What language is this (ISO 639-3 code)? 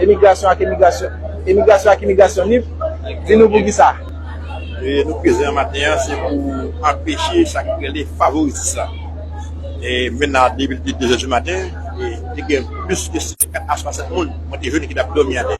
hat